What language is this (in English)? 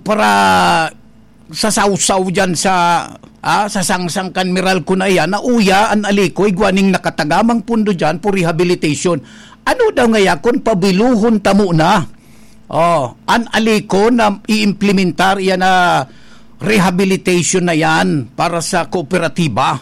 Bikol